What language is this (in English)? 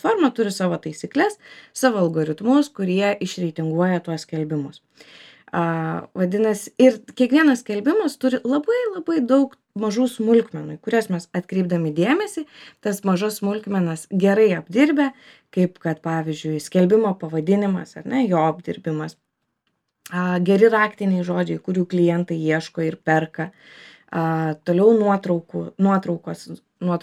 Lithuanian